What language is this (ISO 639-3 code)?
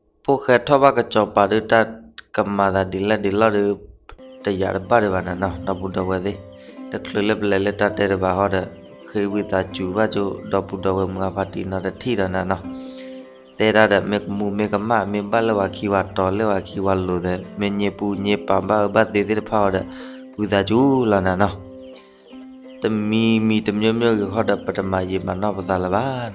ksw